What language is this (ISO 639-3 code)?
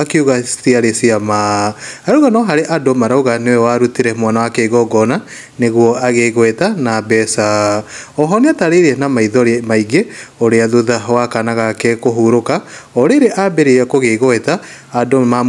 kik